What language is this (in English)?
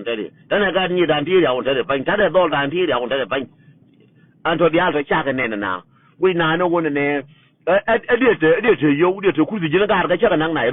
Nuer